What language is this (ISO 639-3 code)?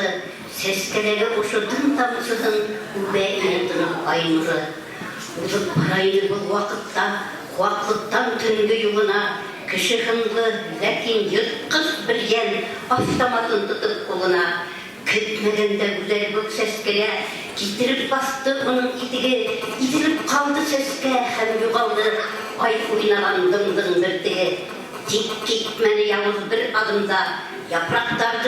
bak